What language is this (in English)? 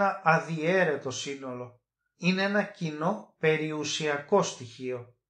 Greek